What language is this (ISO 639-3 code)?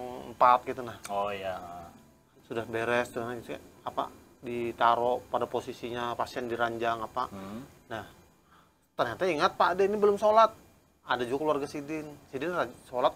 bjn